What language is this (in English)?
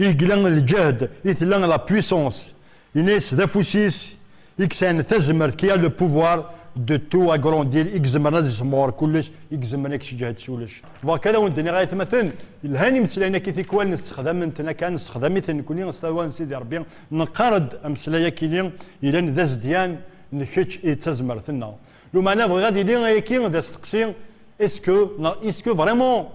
Kabyle